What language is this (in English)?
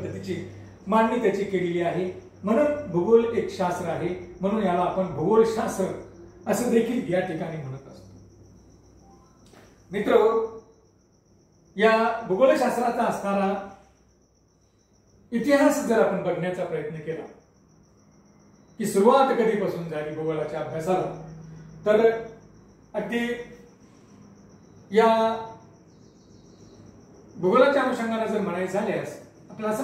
Marathi